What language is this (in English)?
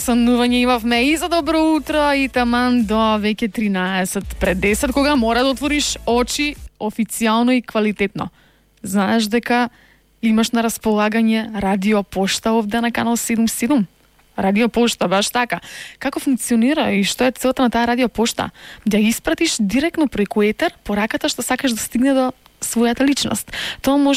Macedonian